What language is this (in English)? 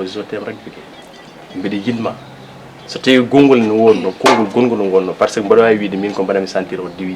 Fula